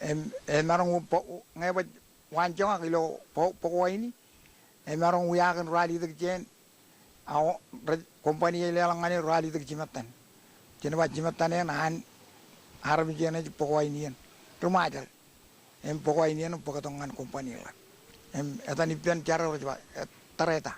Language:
Marshallese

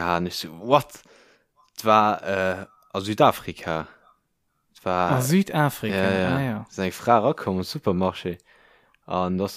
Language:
Luxembourgish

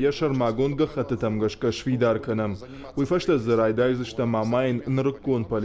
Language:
Ossetic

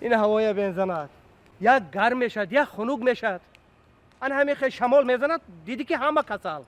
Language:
Tajik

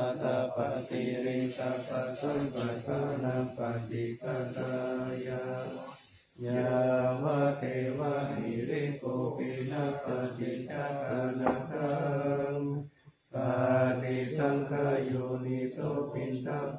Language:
Pali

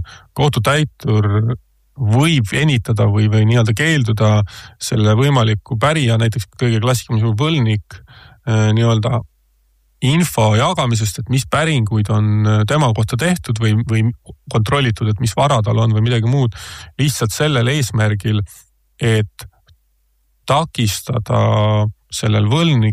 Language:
Estonian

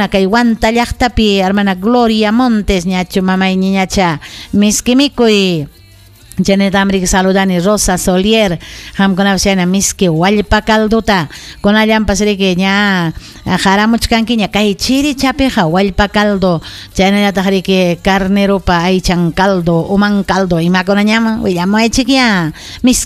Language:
Ayacucho Quechua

